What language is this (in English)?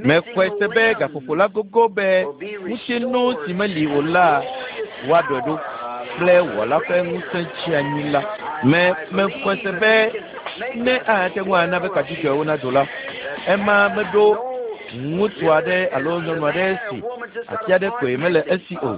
Ewe